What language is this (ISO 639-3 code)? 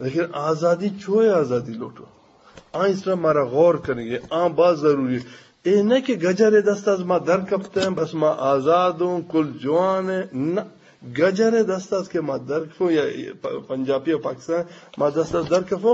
bgp